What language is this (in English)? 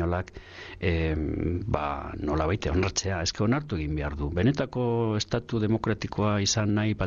Basque